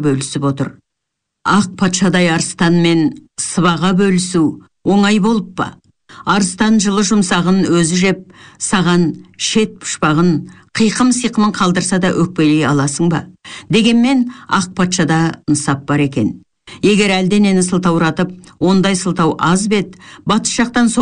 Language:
Kazakh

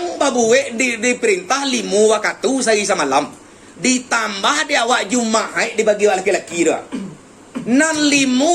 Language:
Minangkabau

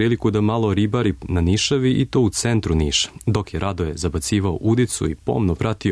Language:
Serbian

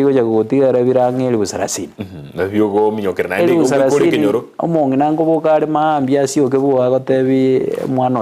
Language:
Gusii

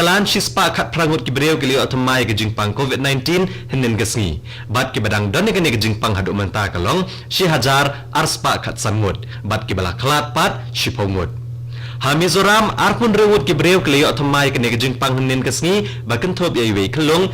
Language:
Khasi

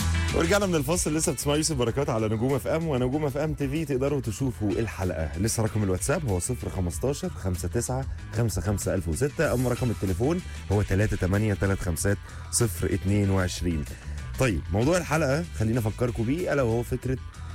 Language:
Egyptian Arabic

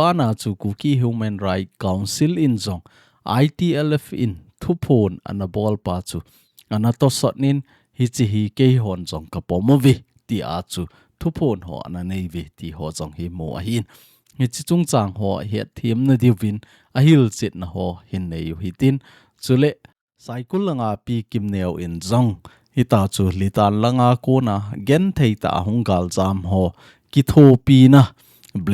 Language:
Thado Chin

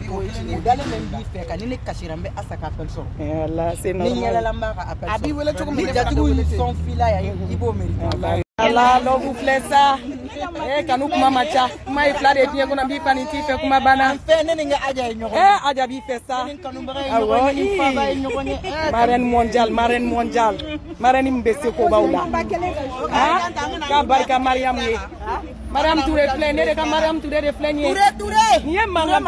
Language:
Bambara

